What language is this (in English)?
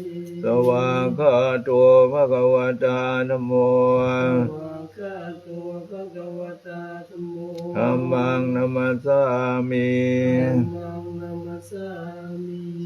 Pali